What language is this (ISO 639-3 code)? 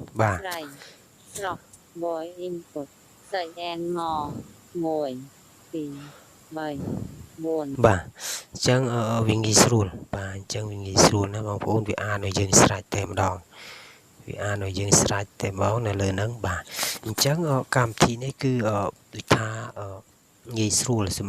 khm